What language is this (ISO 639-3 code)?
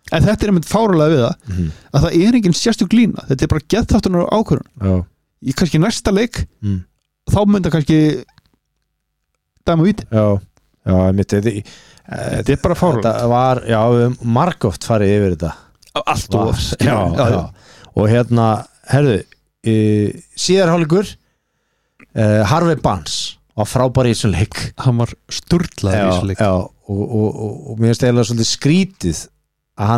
isl